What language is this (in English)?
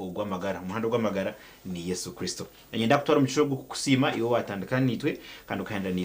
Nyankole